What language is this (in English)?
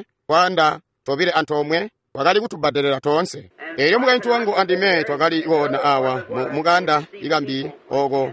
Tonga (Zambia)